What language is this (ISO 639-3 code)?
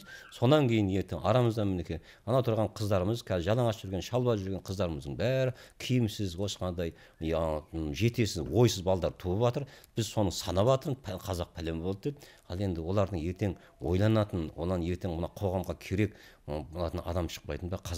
kaz